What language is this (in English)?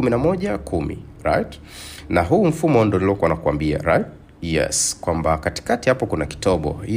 Swahili